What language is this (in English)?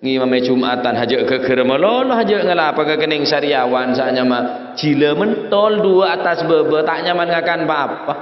Madurese